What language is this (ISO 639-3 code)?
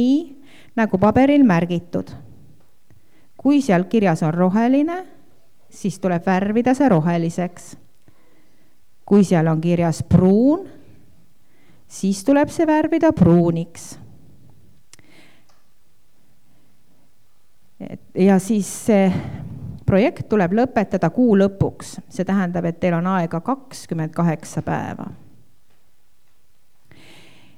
est